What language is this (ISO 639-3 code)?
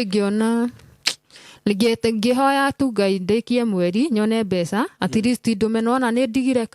kik